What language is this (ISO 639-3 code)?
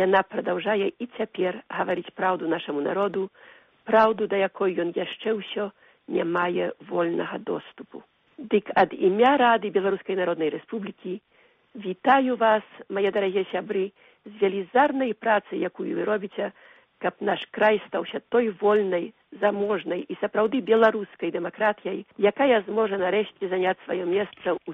bel